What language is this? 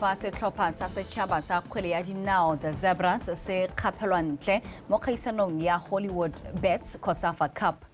Tswana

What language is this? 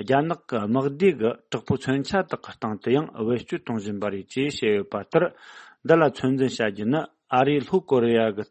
Tibetan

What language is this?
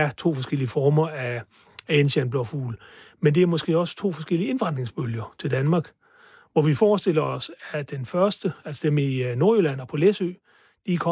Danish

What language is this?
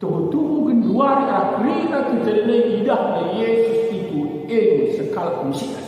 Batak Karo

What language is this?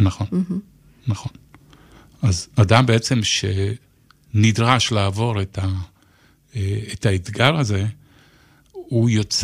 Hebrew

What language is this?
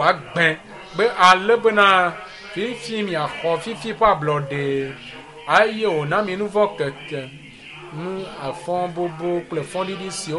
Ewe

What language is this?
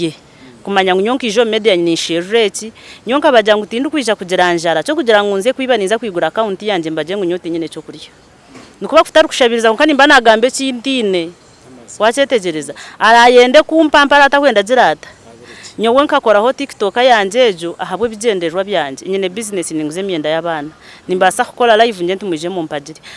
Nyankole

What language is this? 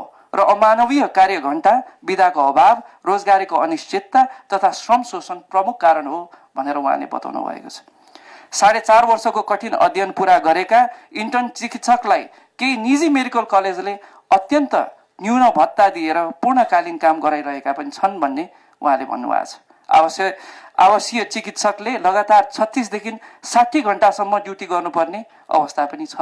Nepali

